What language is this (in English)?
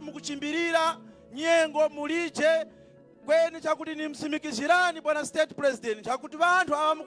Nyanja